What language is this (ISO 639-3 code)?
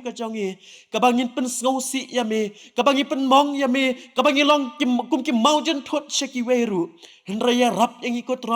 kha